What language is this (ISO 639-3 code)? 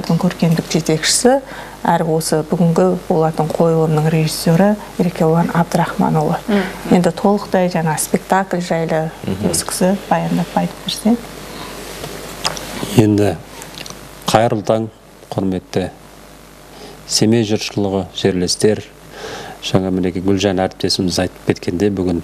kaz